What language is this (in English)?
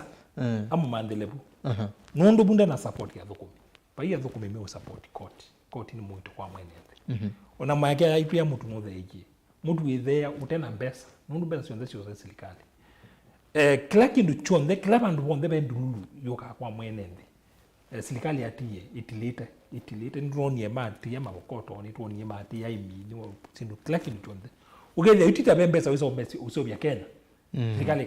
Kamba